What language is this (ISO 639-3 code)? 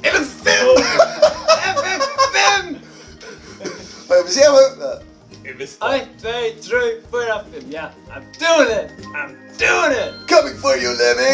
fao